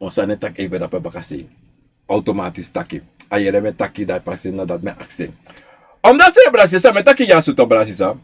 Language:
Sranan Tongo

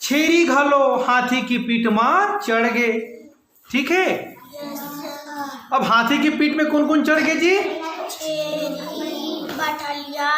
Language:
Chhattisgarhi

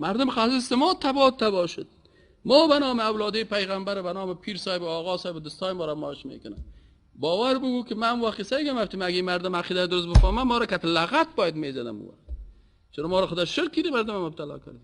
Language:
Persian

